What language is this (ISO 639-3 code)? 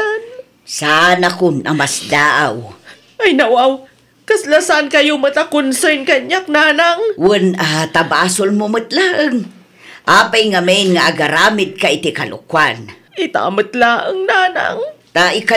ilo